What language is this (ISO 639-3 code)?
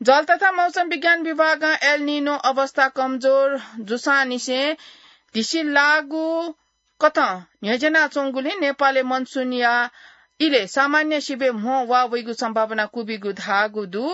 new